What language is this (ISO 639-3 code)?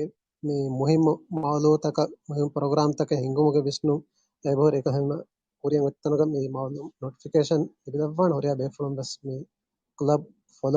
div